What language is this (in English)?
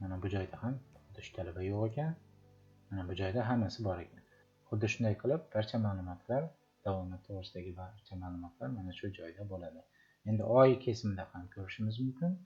Uzbek